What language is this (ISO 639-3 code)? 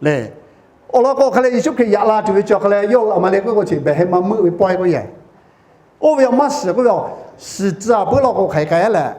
lhu